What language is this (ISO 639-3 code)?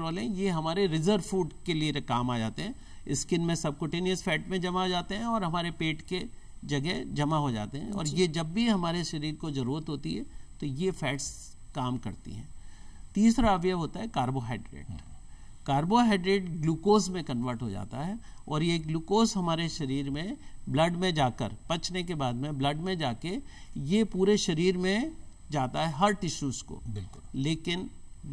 hin